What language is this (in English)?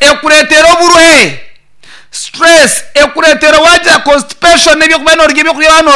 Nyankole